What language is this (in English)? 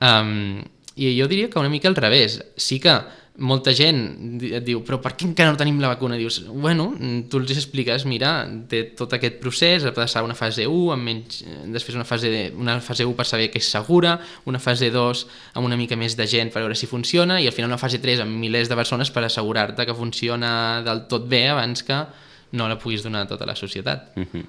Catalan